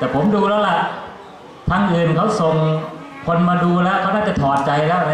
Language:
Thai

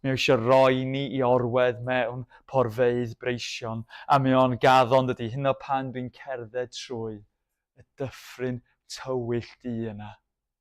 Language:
Welsh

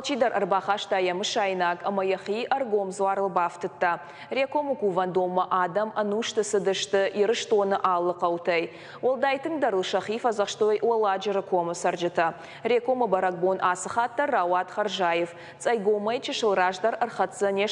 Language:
Ossetic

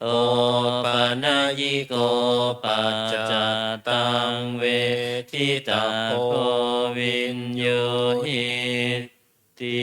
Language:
Pali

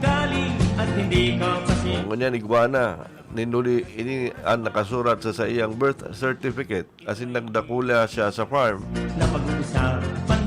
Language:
Bikol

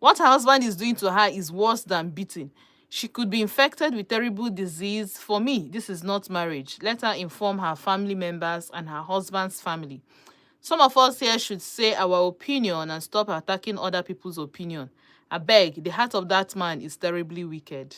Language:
Igbo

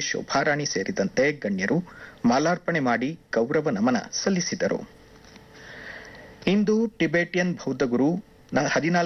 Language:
Kannada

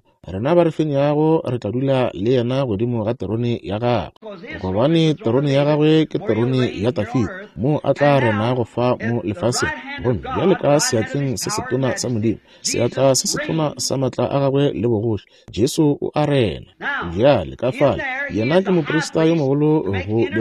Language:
Northern Sotho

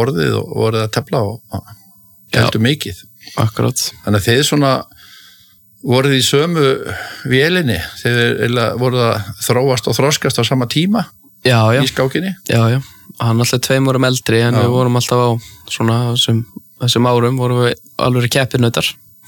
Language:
Icelandic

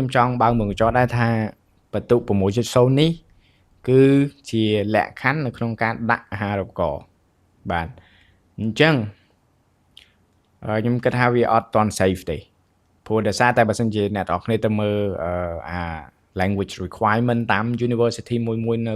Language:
Khmer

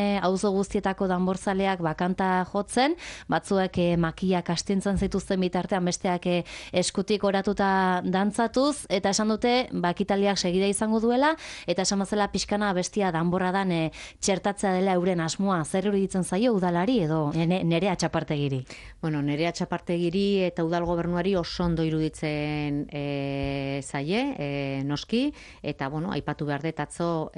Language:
Basque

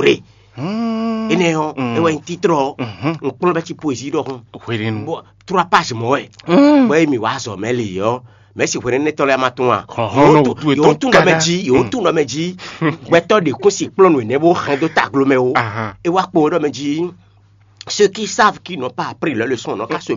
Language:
Fon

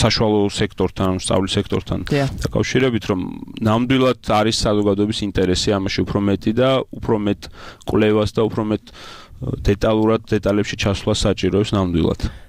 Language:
Georgian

